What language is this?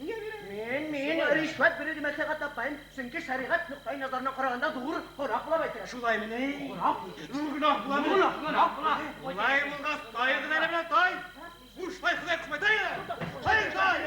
Bashkir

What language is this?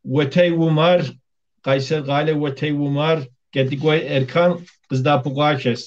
Kabardian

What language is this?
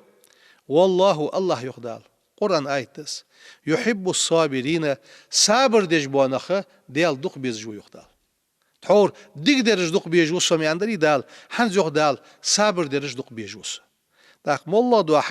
Ingush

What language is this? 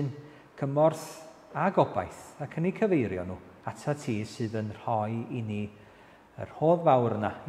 Welsh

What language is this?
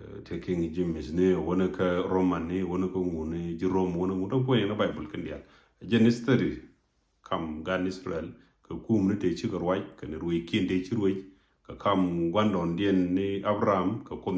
Nuer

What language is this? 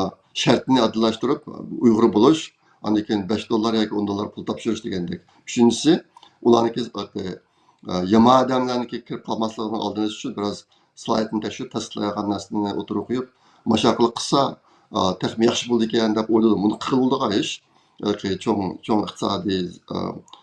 Uyghur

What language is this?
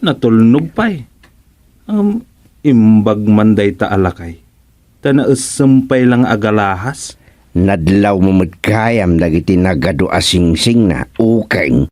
Iloko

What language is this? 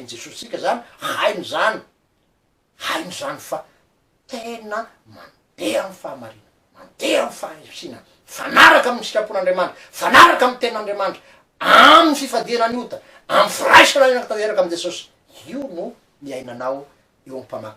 Malagasy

